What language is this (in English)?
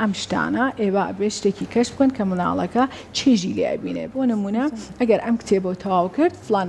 Central Kurdish